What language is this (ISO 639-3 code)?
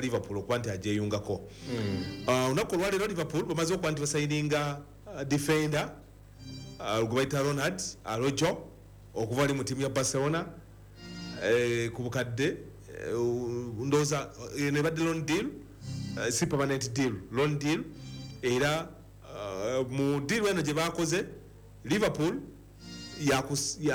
lug